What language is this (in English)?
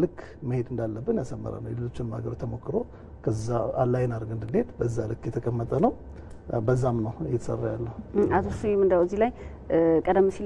Amharic